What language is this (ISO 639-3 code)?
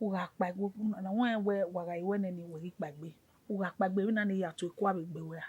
bin